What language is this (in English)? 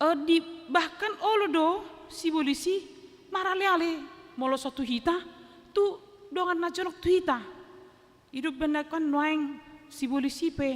Batak Toba